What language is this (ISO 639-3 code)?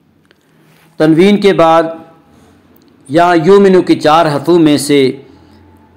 urd